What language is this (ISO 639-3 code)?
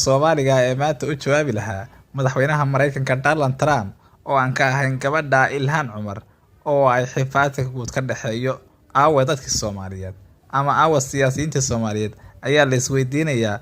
som